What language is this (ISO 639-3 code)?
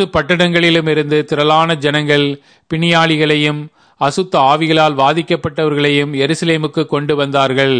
tam